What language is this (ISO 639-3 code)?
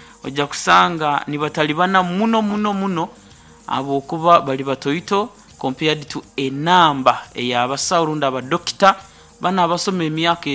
nyo